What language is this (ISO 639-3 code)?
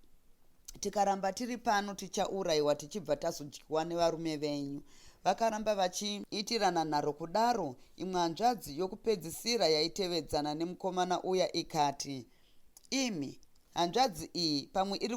sna